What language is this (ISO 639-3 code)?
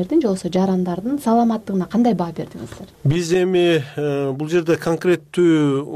kir